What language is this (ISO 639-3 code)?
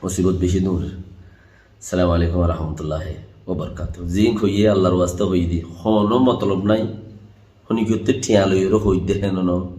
rhg